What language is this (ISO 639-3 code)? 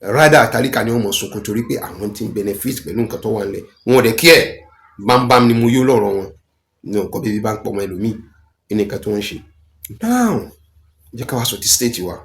yor